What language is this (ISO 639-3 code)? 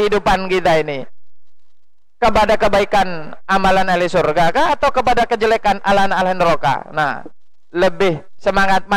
ind